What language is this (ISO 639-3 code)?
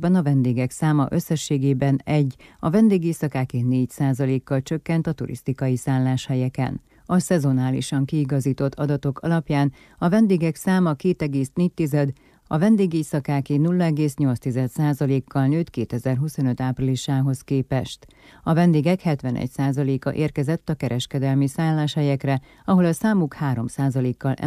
hun